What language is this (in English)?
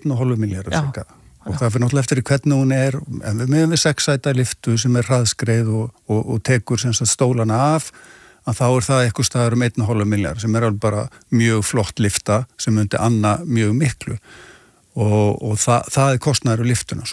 Icelandic